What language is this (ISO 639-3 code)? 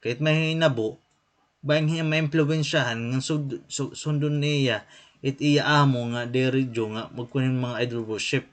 war